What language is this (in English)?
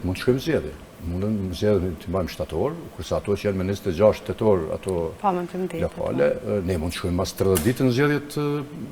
Albanian